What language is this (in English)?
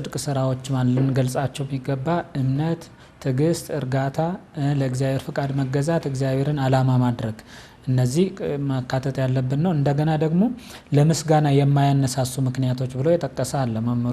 Amharic